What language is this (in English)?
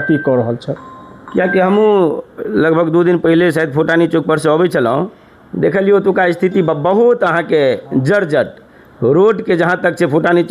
Maithili